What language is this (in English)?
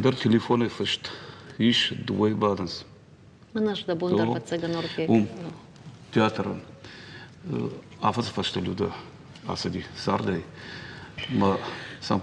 Ossetic